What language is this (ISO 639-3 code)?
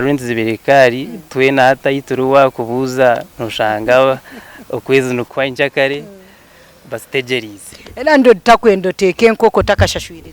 nyn